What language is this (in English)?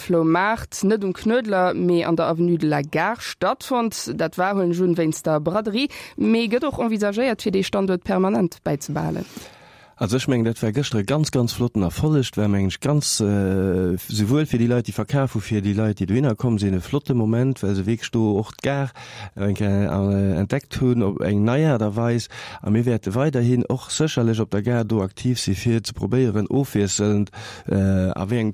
Luxembourgish